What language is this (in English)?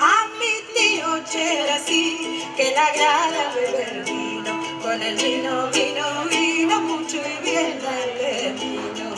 Ladino